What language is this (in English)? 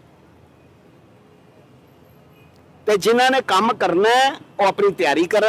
Punjabi